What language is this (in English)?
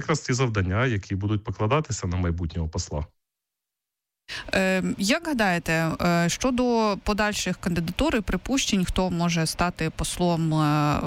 Ukrainian